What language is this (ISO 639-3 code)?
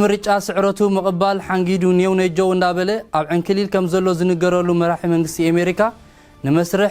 tir